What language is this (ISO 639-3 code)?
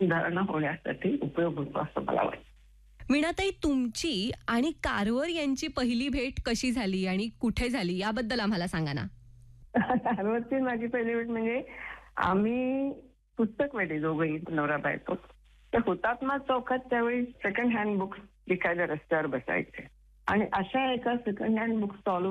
mar